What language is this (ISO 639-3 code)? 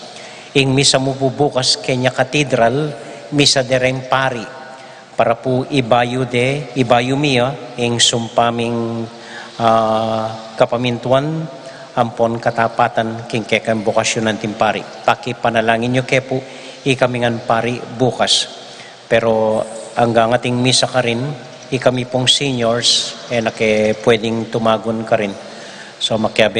pam